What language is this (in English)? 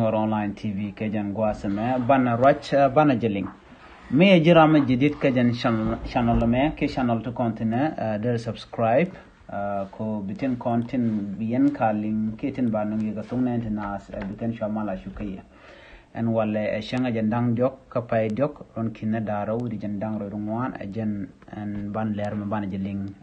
Nuer